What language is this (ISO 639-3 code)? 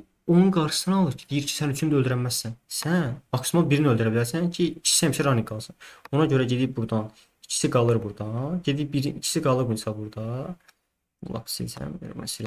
aze